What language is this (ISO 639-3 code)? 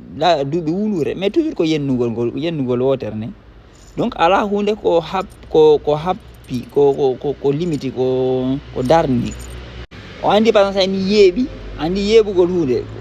ful